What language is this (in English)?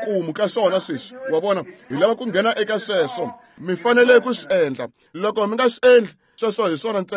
Tsonga